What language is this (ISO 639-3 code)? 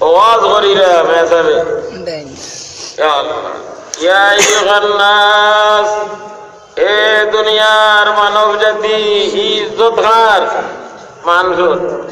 syl